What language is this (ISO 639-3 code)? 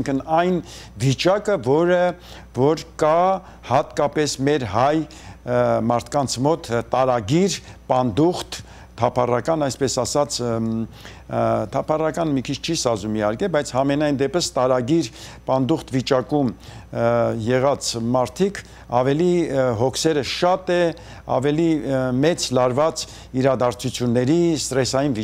hye